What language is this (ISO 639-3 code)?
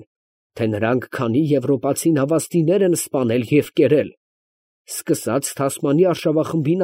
hye